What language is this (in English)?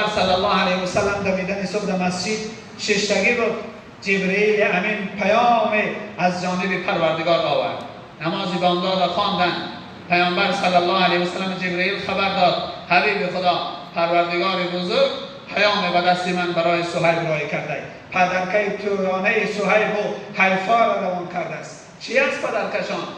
Tajik